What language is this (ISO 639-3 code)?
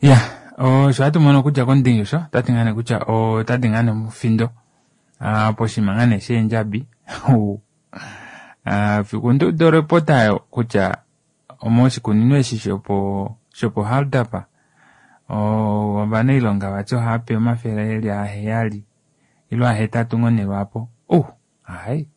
kua